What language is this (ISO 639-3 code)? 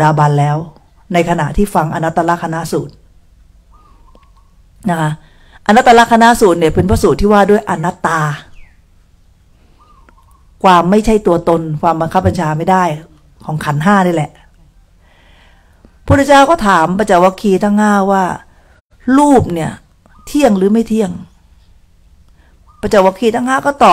tha